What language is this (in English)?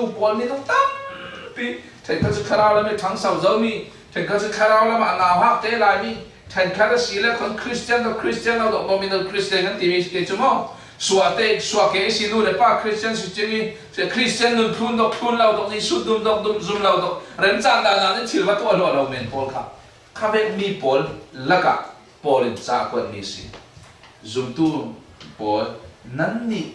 Falam Chin